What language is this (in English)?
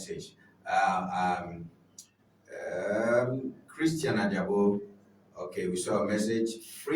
Ewe